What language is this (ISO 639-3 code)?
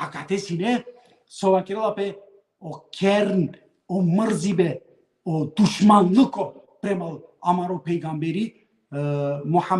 rmn